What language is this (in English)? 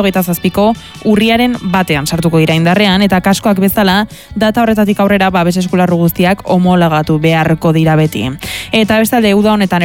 Basque